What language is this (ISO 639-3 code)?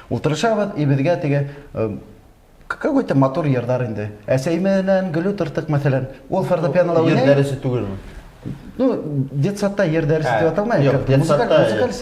bak